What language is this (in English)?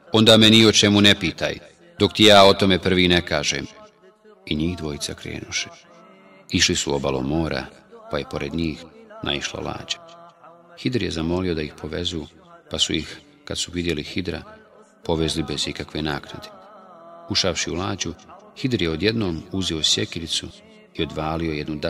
Bosnian